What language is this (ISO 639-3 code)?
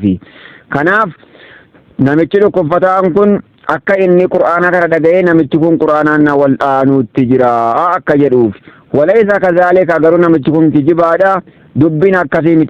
orm